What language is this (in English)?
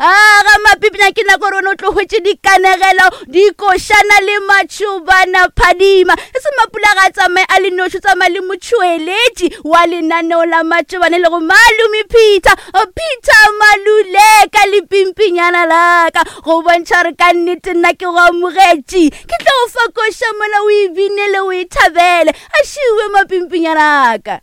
Northern Sotho